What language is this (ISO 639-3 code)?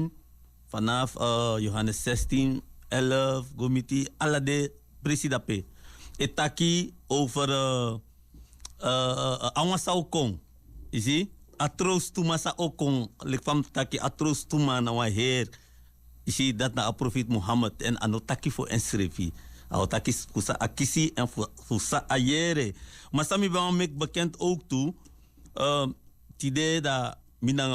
srn